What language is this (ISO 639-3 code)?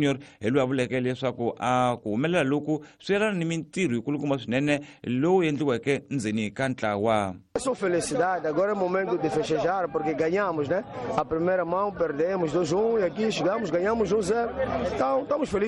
tso